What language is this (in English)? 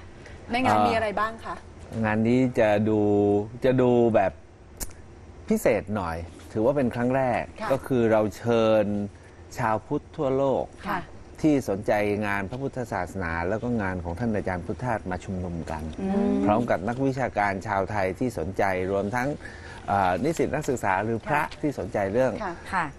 Thai